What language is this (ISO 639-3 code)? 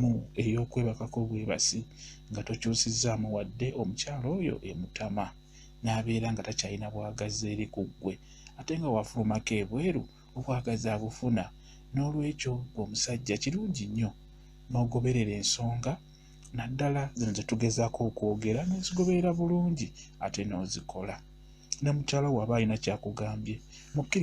lug